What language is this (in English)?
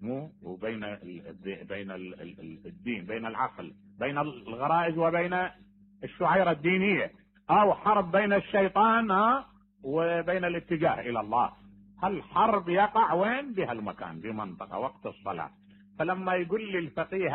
Mesopotamian Arabic